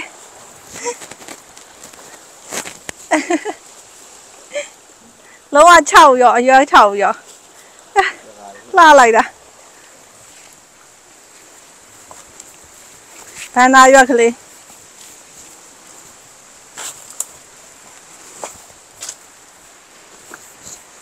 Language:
Burmese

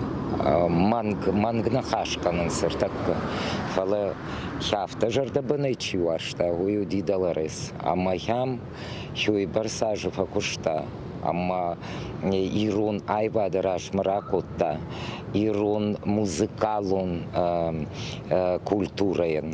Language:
Ossetic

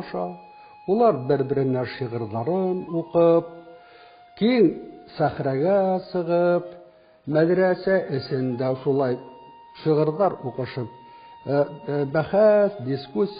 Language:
Bashkir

